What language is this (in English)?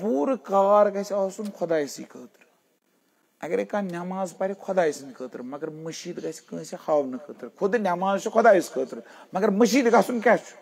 Kashmiri